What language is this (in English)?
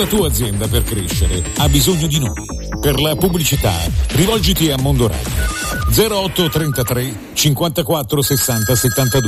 Italian